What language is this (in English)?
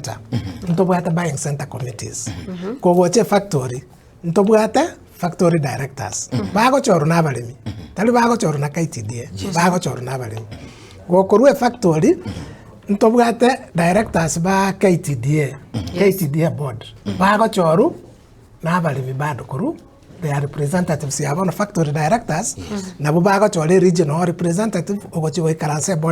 Gusii